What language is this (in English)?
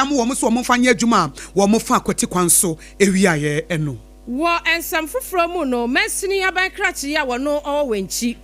Akan